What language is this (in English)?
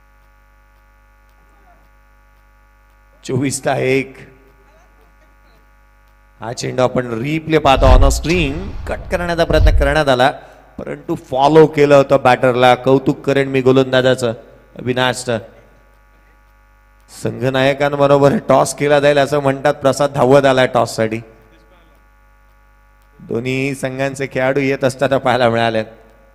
Marathi